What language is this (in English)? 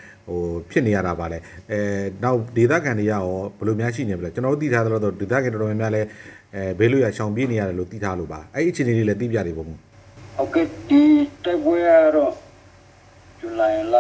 Burmese